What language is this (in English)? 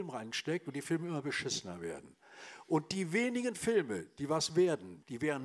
German